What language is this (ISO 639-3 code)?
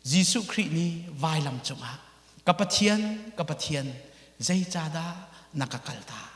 cnh